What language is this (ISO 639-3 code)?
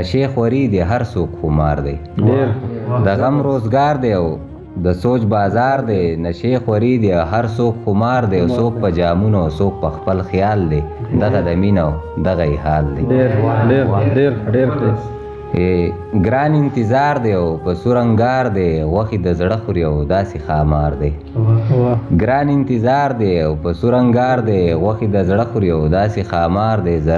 pus